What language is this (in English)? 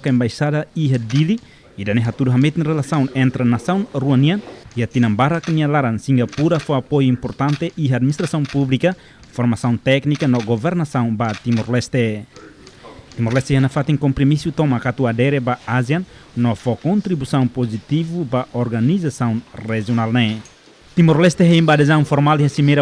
Tetum